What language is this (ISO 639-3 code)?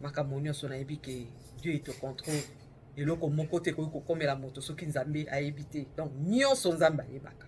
lin